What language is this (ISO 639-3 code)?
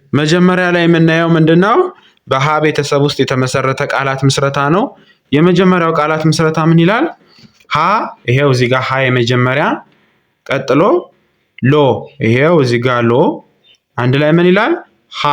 amh